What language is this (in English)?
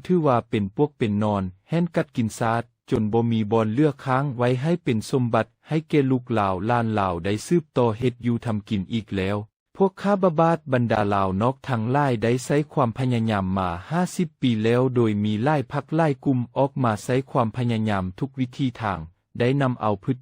Lao